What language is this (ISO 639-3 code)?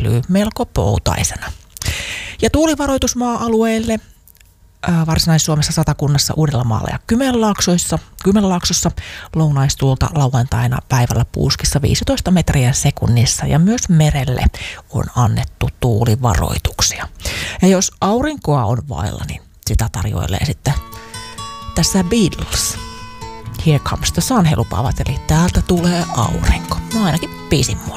fin